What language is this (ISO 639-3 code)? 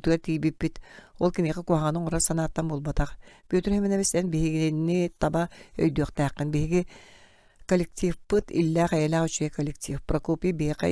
sah